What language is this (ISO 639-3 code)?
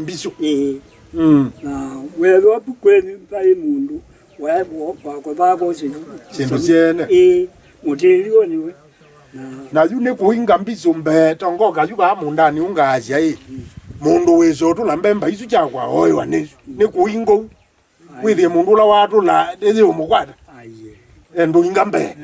kam